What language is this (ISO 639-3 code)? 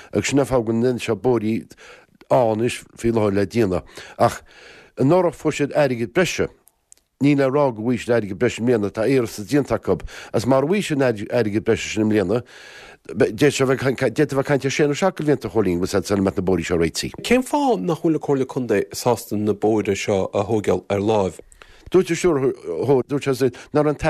gle